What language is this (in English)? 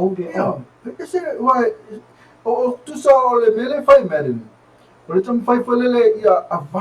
Samoan